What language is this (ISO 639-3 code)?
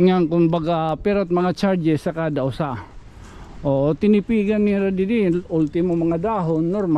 war